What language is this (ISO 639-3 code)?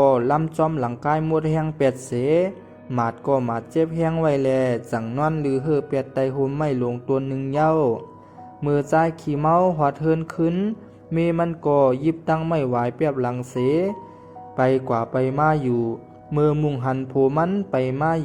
shn